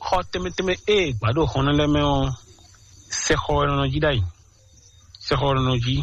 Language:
Fon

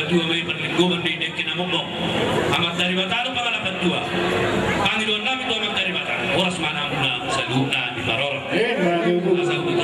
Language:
Batak Toba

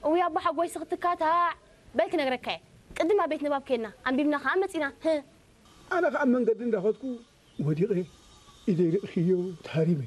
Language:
Tigrinya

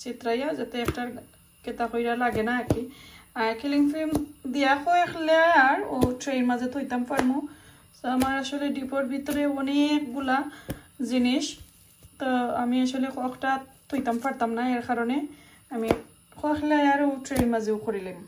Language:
Sylheti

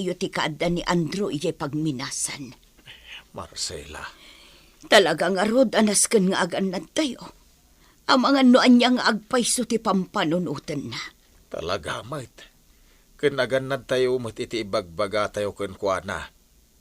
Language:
Iloko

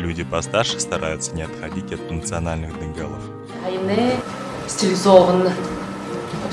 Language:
Buriat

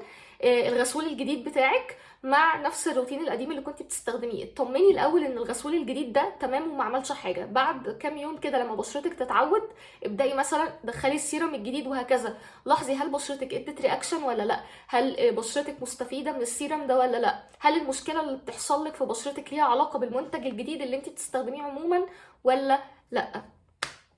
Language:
Egyptian Arabic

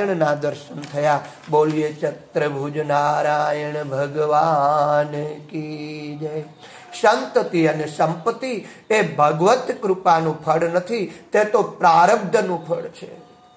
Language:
Gujarati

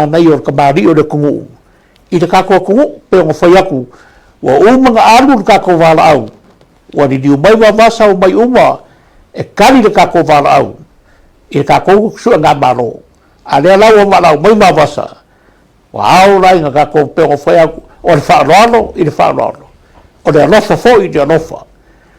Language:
Samoan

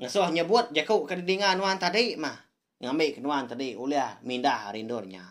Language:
Iban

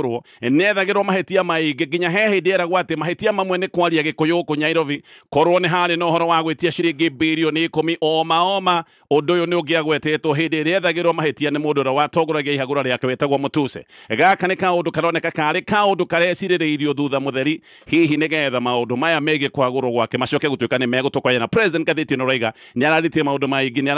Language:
Kikuyu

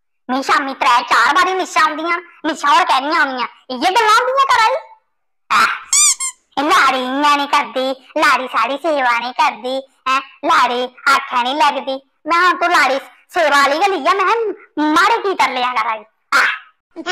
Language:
Dogri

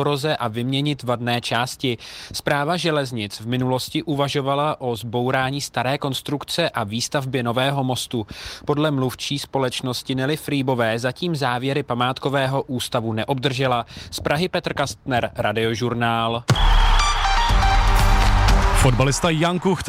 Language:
Czech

